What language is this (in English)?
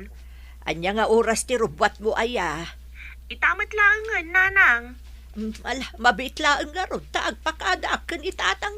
Iloko